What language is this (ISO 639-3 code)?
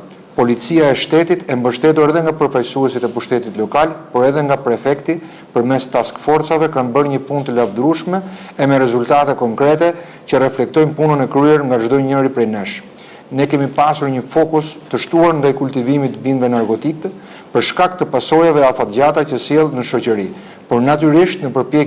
sqi